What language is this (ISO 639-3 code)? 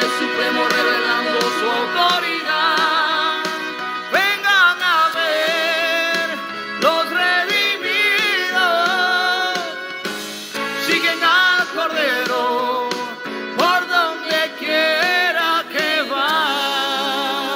spa